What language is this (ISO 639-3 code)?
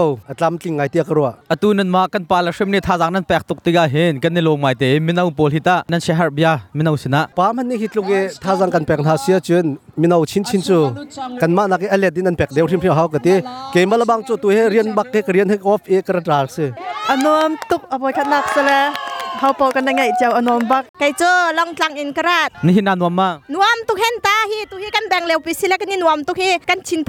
cnh